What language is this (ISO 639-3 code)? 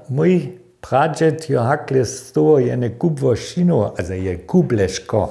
hsb